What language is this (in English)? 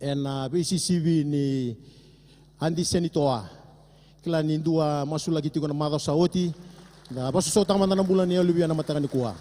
Fijian